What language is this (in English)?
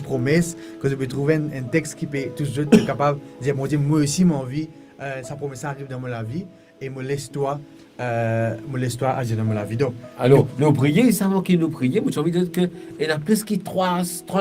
Morisyen